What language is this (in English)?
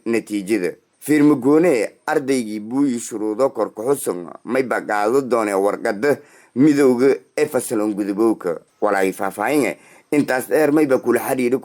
Somali